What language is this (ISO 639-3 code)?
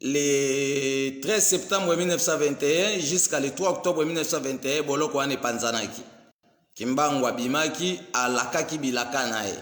lin